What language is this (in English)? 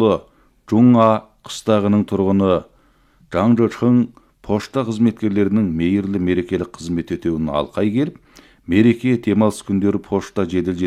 Kazakh